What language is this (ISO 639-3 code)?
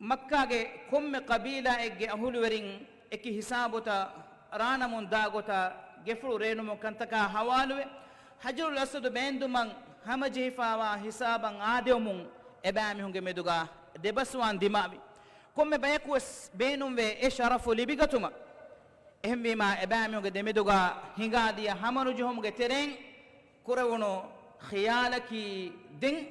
div